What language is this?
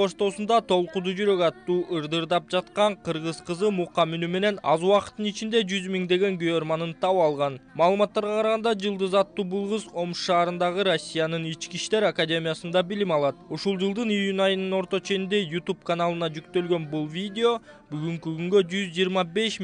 Kyrgyz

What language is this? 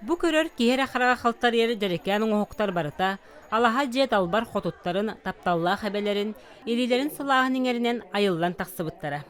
Yakut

